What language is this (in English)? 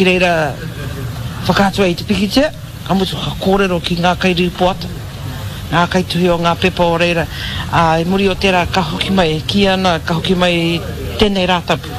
Māori